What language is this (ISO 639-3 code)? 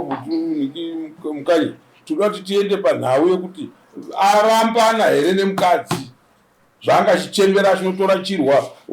sna